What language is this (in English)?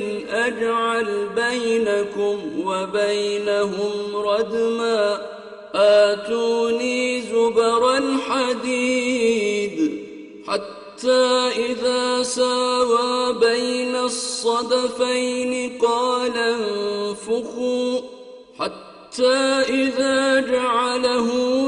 Arabic